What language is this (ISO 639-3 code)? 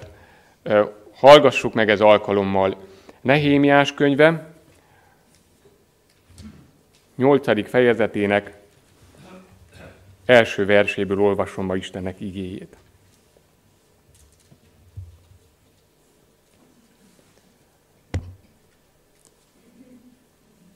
hun